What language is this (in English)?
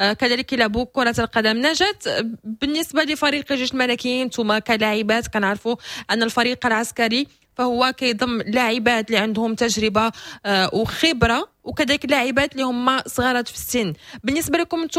Moroccan Arabic